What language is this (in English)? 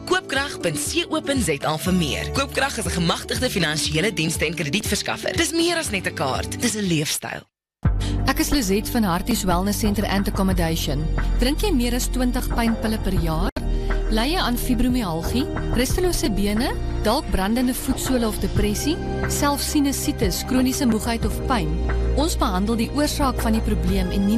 Afrikaans